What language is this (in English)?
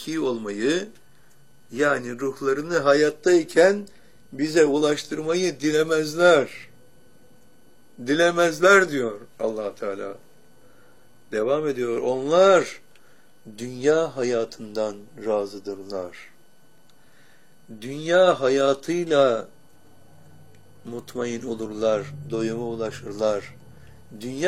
Turkish